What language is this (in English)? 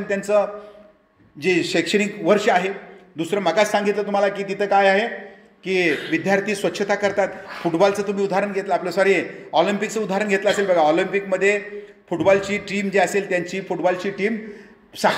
Marathi